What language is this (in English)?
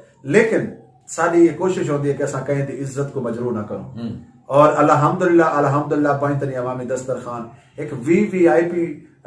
Saraiki